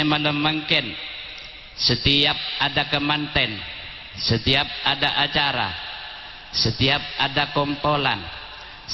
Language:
Madurese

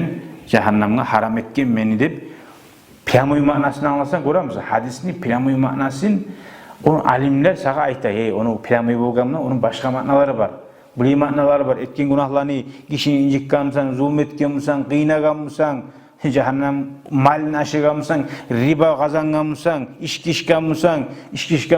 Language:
Kumyk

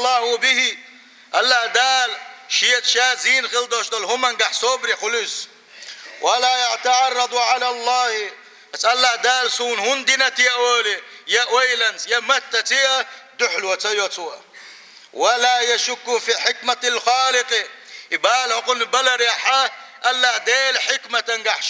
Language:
Chechen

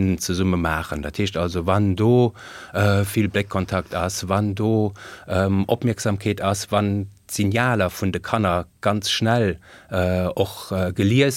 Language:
Luxembourgish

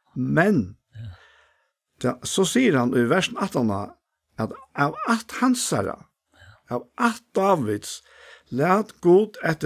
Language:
Faroese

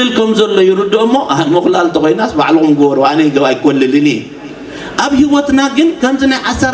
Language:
Tigrinya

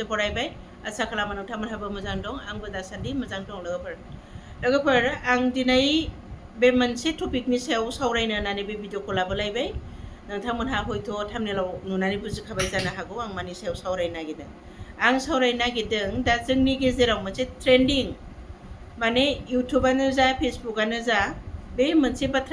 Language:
Bodo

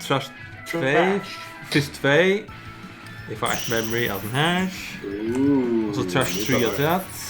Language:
Faroese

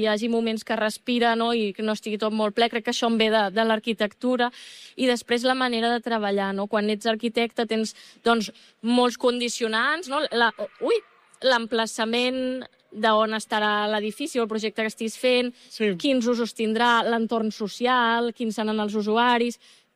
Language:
Catalan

